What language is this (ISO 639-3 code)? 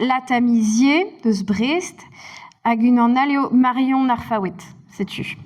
bre